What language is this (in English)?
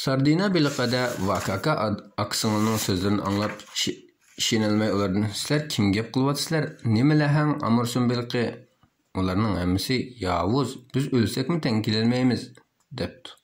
Uyghur